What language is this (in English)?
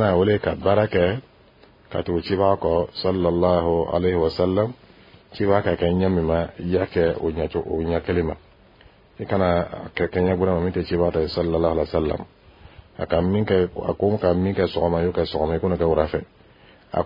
Dyula